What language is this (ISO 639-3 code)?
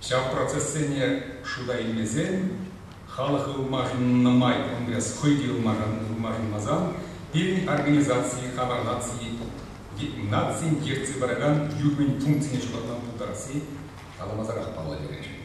chv